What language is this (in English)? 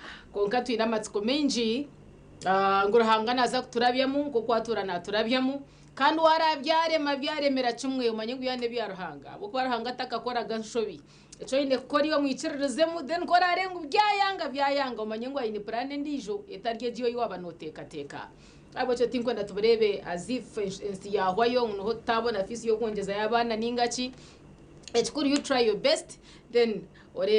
Nyankole